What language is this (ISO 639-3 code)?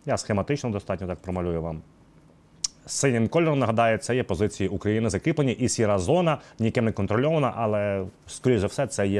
ukr